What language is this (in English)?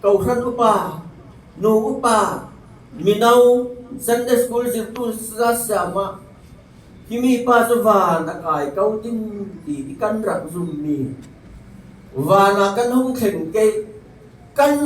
Falam Chin